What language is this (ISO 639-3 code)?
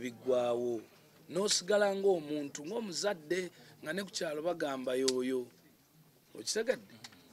lug